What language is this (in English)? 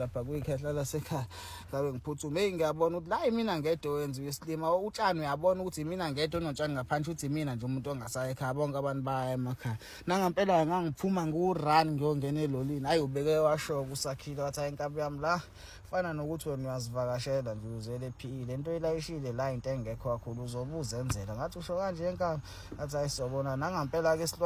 Zulu